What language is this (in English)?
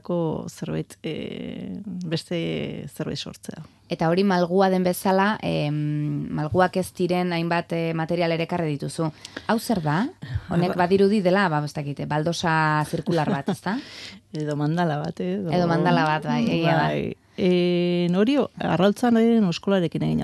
Basque